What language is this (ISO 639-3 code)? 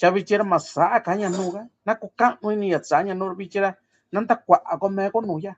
mix